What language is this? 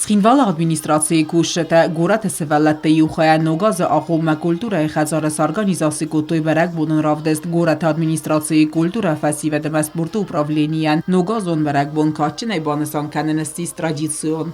Ossetic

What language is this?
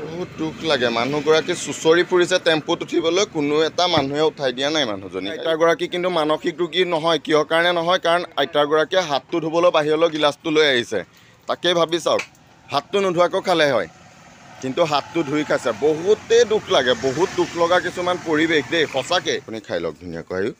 Assamese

